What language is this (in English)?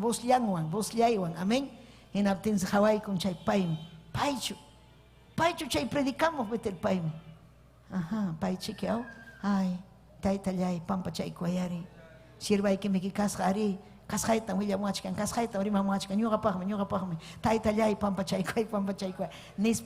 Ayacucho Quechua